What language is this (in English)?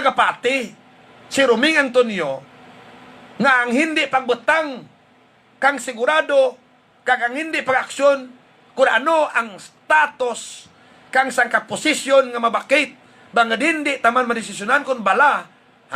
Hiligaynon